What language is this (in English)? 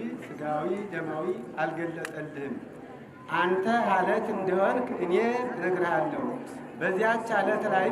Amharic